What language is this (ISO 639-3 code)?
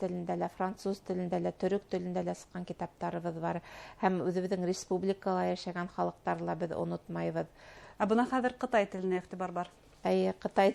bak